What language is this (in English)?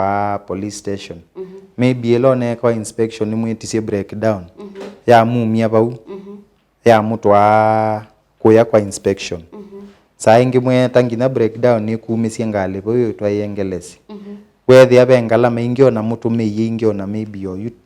Kamba